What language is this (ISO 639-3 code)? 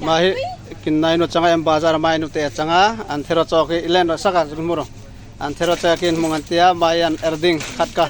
trp